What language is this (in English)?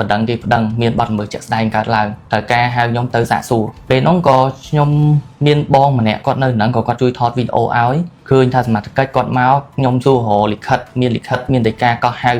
Khmer